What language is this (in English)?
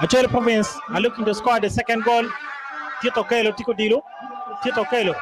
Acoli